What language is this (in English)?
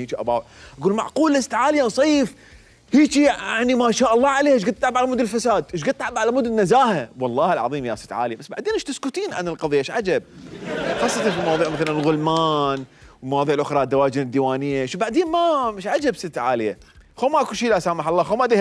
Mesopotamian Arabic